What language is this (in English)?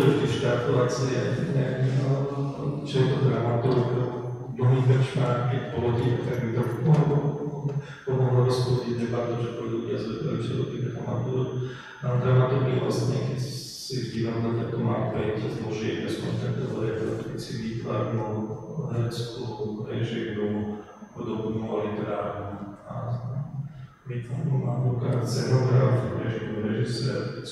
Slovak